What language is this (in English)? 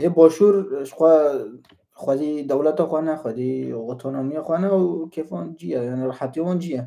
Kurdish